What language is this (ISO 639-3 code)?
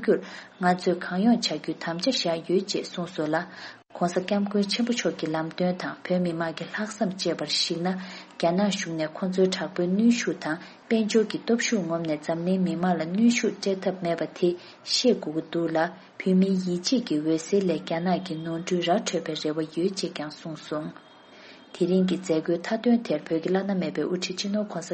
bod